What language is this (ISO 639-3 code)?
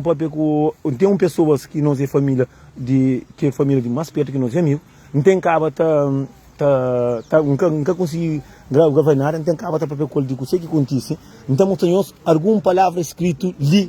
kea